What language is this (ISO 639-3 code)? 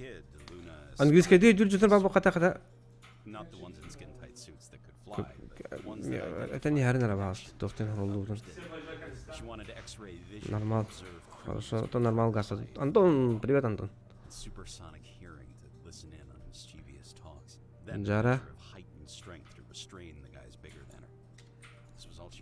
sah